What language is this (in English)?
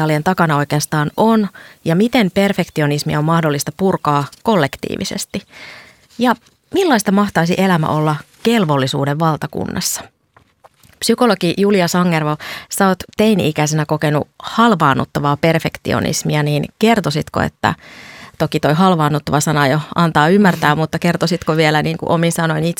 Finnish